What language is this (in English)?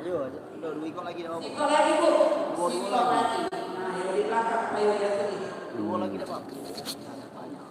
Musi